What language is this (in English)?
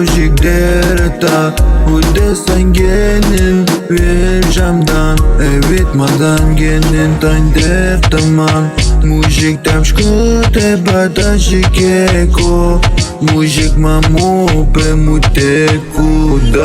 Atikamekw